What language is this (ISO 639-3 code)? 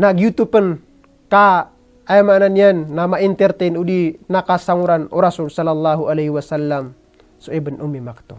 mrw